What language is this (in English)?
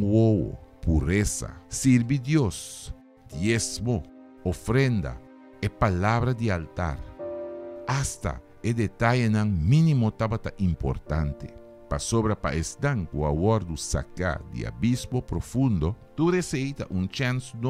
Papiamento